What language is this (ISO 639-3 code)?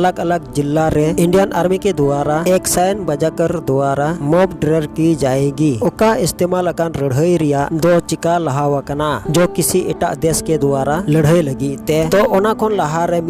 sat